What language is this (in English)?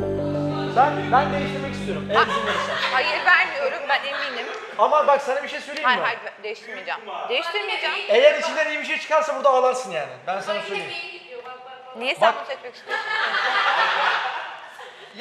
Turkish